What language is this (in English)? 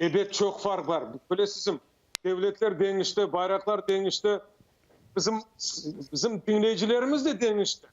Crimean Tatar